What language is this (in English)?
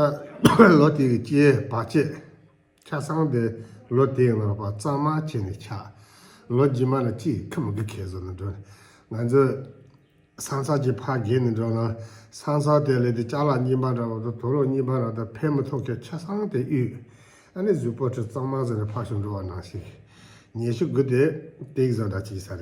Tibetan